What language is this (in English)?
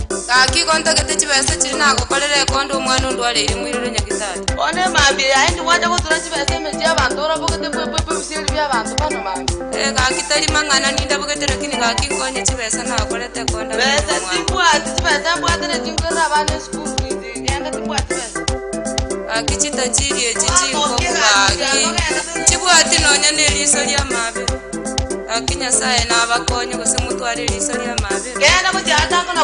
Gusii